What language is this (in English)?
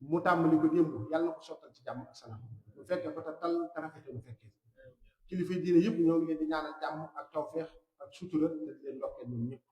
Wolof